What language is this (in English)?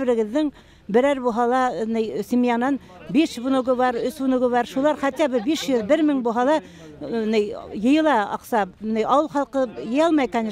Bashkir